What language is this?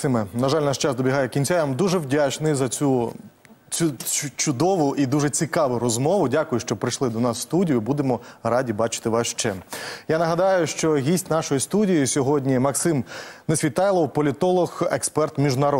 Ukrainian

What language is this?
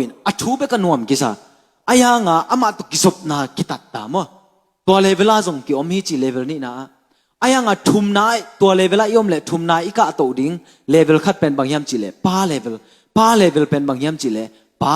Tedim Chin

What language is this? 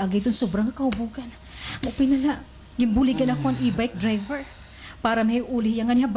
Waray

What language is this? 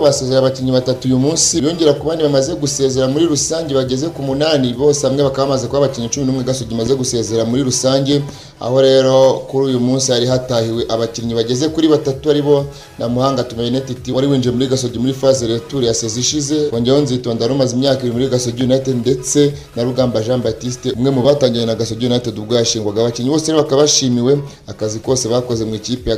Kinyarwanda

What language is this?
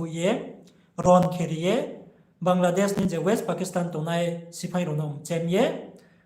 Riang (India)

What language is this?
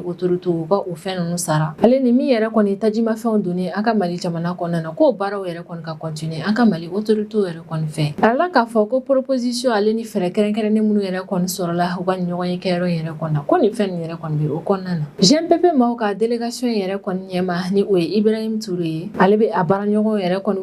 Bambara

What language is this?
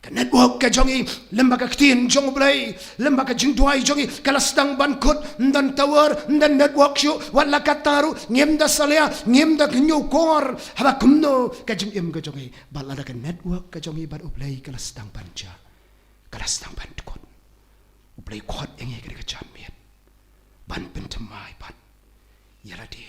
Khasi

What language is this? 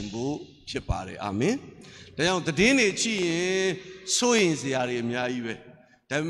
Burmese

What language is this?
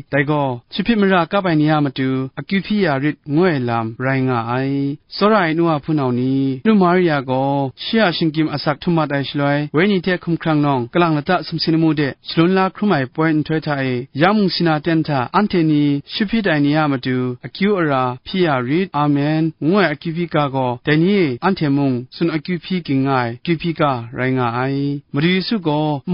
Kachin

